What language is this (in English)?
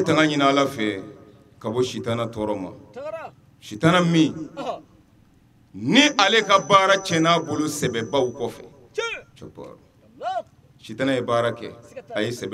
Bambara